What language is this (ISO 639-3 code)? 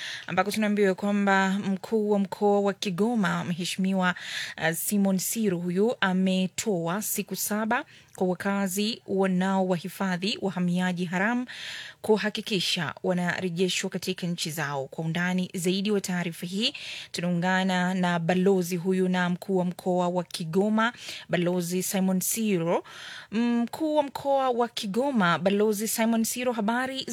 swa